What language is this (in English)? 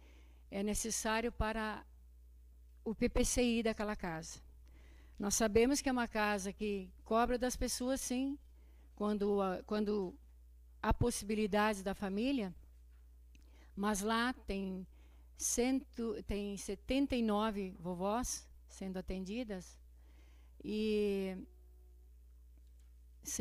Portuguese